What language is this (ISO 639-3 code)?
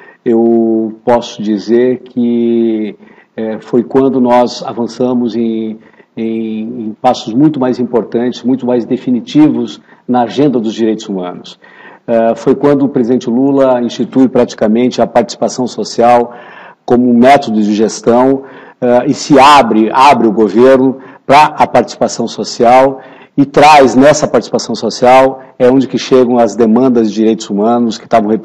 por